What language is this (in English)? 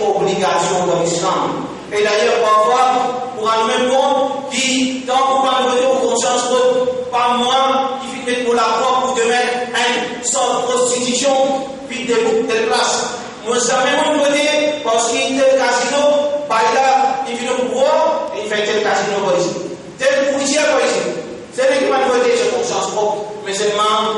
Morisyen